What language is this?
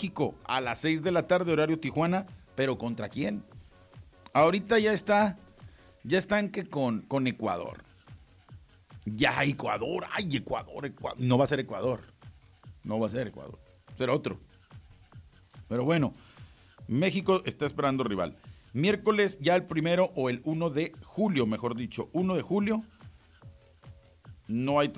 Spanish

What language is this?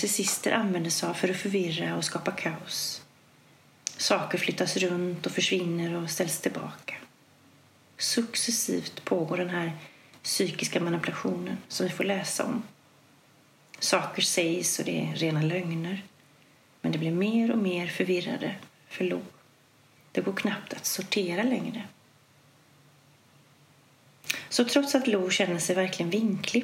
Swedish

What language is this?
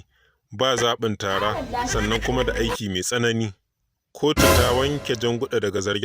Hausa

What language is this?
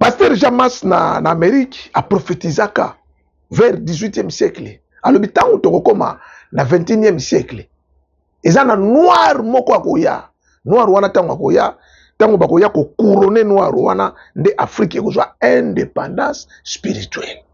Lingala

